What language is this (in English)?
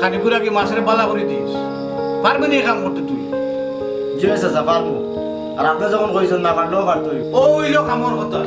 Sylheti